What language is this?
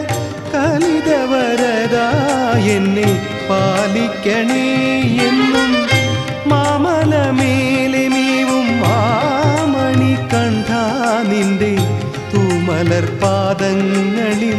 Malayalam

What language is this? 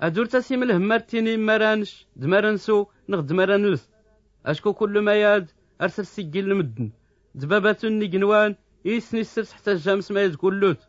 Tachelhit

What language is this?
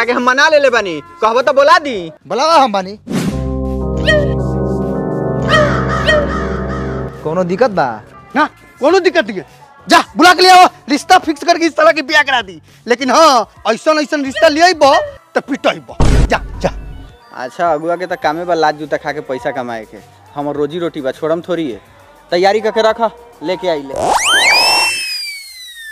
Bhojpuri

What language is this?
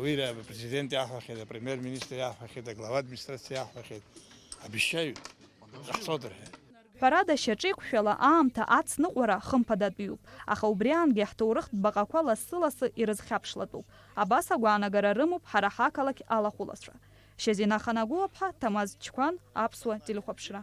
Abkhazian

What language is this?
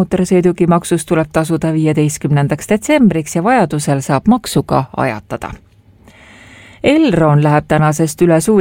Estonian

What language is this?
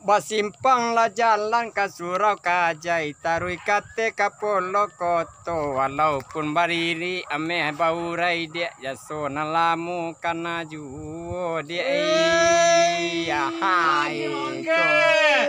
Minangkabau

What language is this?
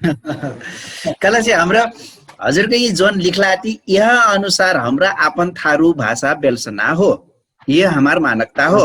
Dangaura Tharu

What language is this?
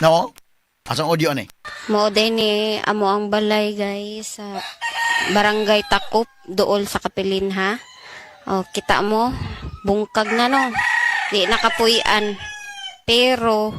Cebuano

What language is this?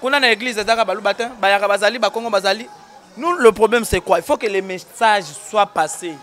Lingala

